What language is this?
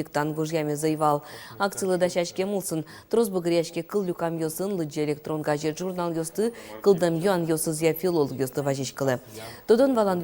Udmurt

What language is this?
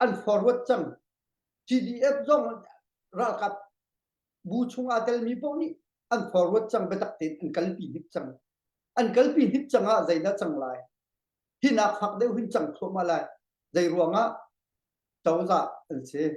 Hakha Chin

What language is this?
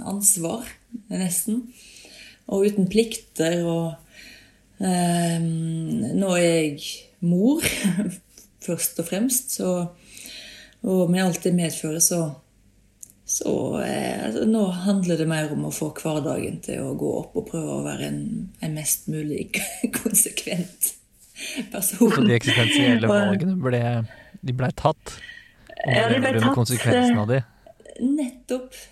Norwegian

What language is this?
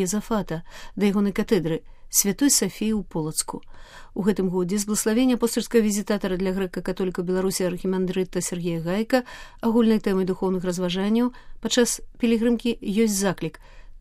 Belarusian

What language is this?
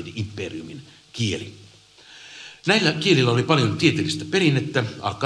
Finnish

